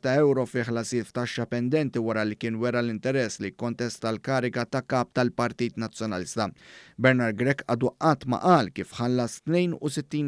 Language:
Maltese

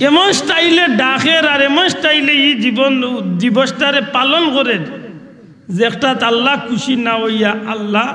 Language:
Sylheti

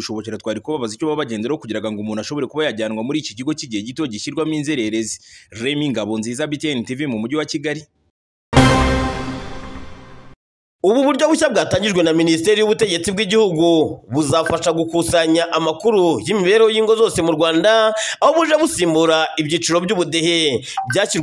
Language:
Kinyarwanda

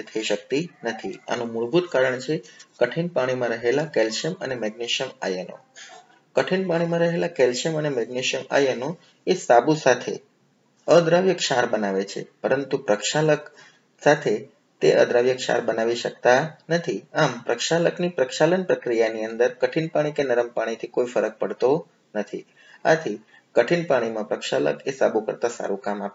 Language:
Gujarati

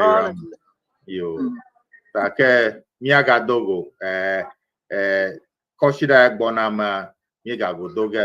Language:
Ewe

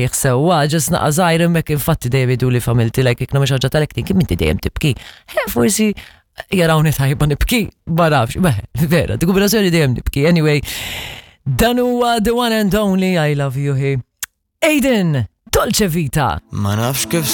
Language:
Maltese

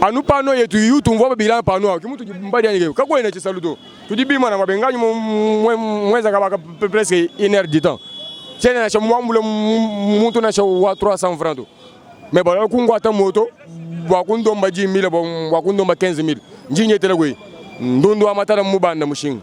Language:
Luba-Lulua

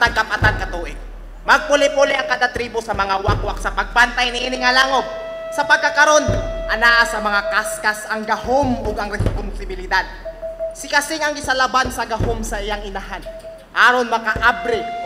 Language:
Cebuano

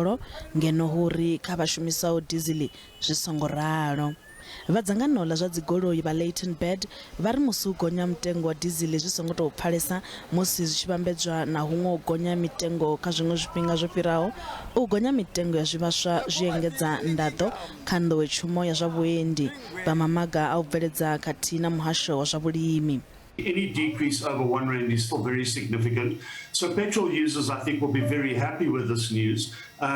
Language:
Venda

